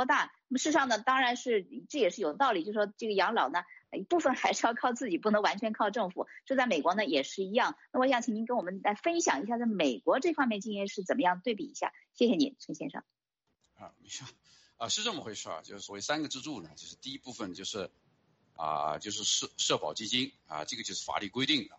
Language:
Chinese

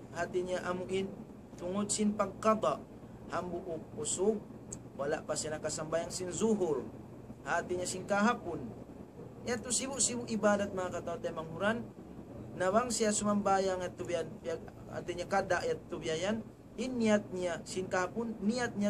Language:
Tausug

